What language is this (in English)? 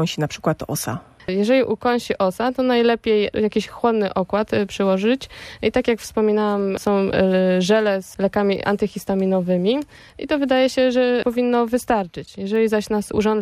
Polish